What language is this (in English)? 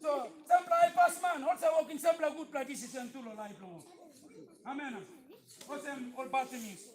Tok Pisin